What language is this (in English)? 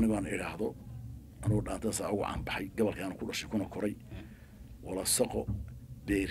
Somali